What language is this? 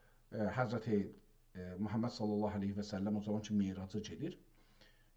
South Azerbaijani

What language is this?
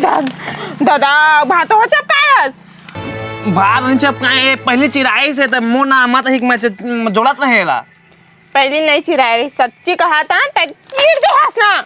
Chhattisgarhi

